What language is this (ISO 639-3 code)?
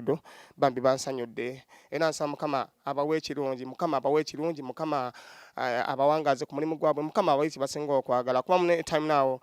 lug